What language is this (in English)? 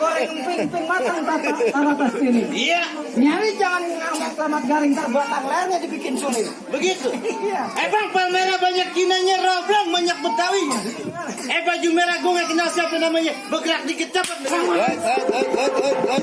Betawi